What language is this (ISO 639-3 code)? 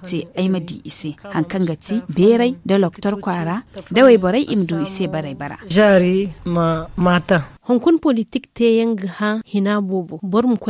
dje